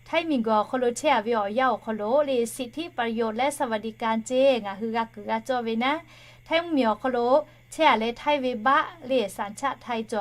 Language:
Lahu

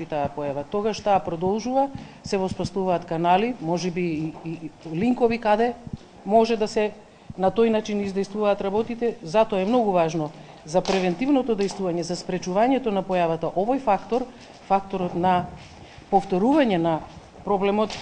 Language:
Macedonian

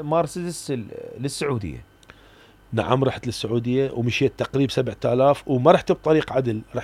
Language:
Mesopotamian Arabic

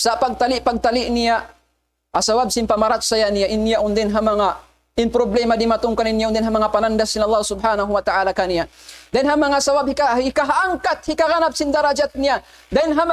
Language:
Tausug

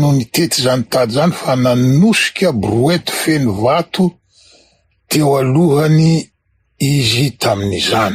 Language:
Malagasy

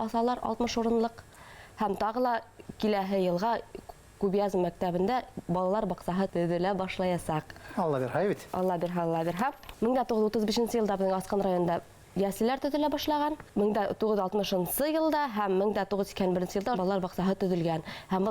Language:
Bashkir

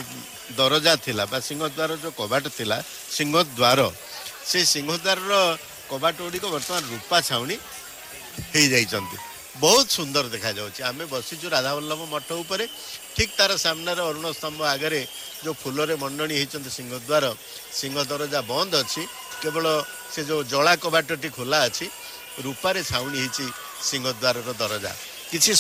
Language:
Odia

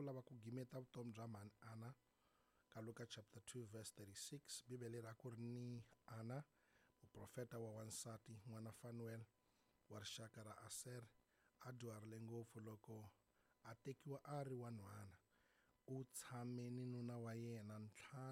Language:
Tsonga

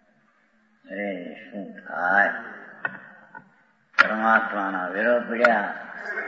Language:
Gujarati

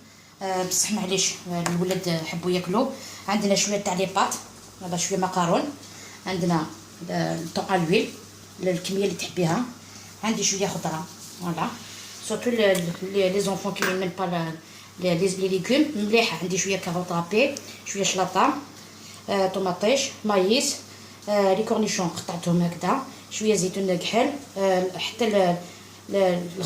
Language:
Algerian Arabic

